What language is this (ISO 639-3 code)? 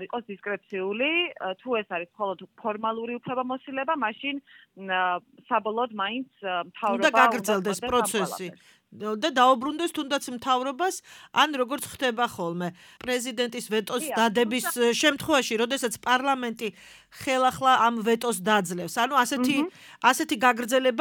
kat